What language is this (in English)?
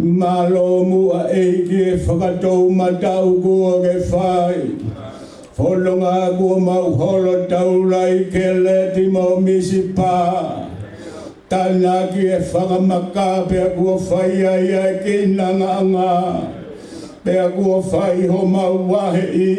Tongan